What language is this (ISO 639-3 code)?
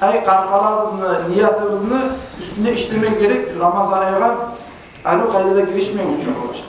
kum